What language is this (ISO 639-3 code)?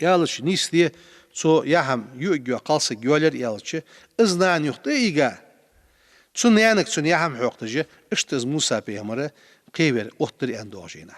inh